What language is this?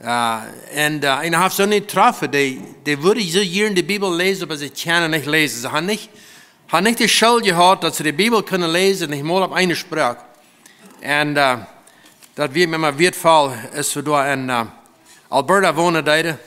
Plautdietsch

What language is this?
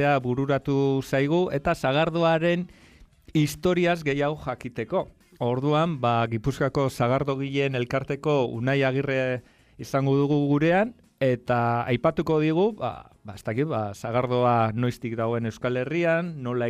Basque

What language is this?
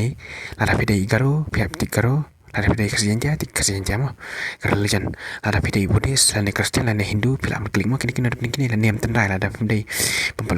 Khasi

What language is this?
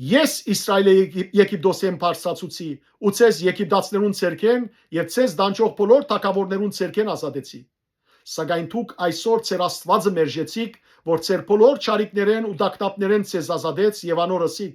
Western Armenian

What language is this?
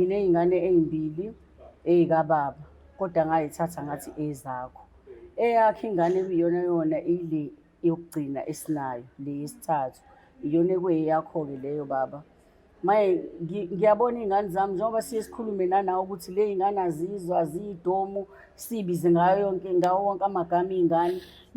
Zulu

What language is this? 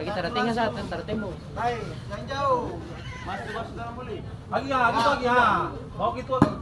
Ambonese Malay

